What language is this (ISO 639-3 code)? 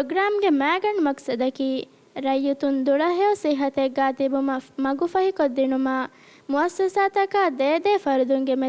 div